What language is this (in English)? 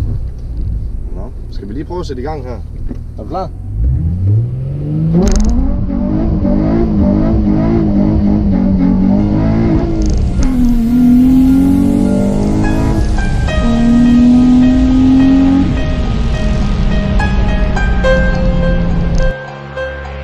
Danish